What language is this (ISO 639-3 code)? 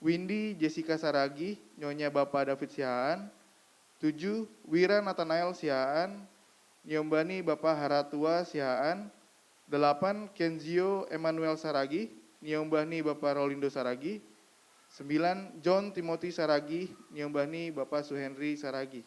bts